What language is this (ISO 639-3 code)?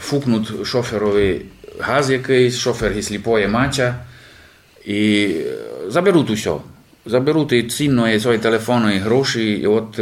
rue